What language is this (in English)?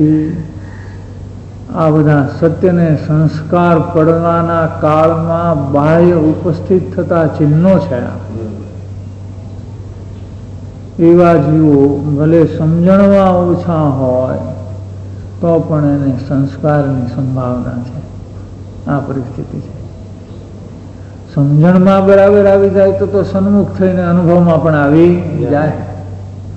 Gujarati